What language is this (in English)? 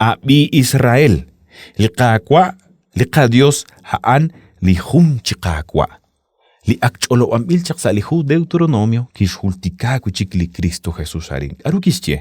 Kekchí